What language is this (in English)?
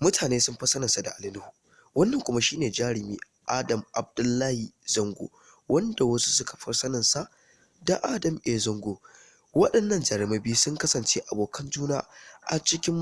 Hausa